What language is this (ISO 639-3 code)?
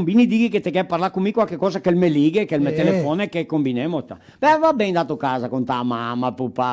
vec